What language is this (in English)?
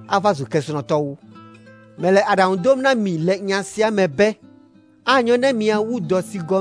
Ewe